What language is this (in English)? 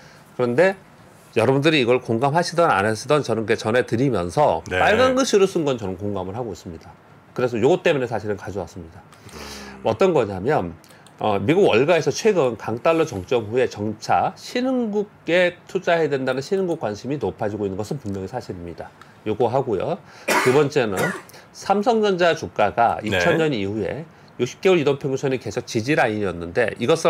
Korean